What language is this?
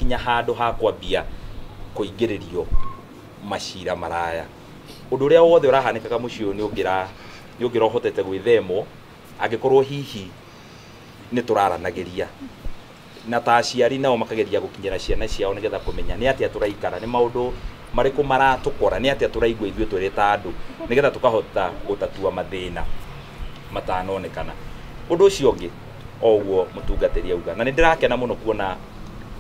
Kikuyu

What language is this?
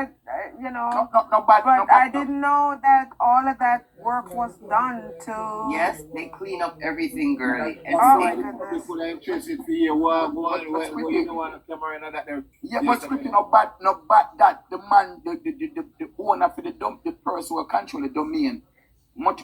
Jamaican Creole English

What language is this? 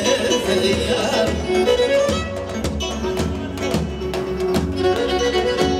Greek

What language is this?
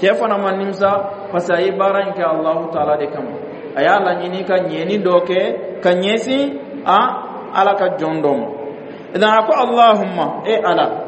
Dyula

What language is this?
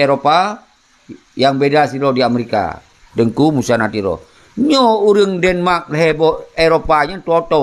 Achinese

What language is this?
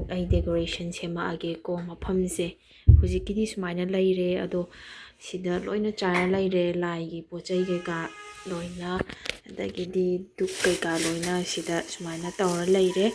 Manipuri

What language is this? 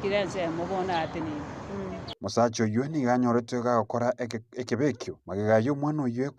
Gusii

